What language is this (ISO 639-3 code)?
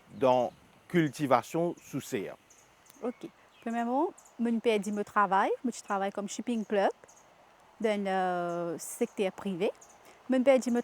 mfe